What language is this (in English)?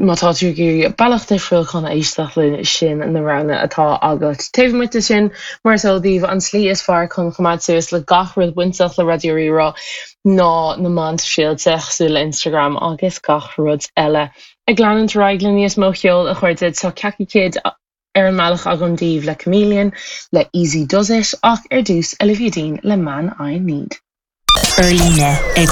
Irish